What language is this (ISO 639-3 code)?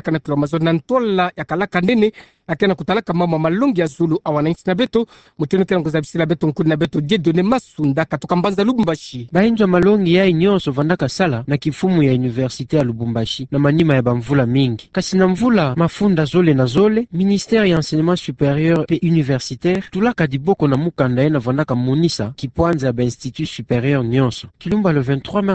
ktu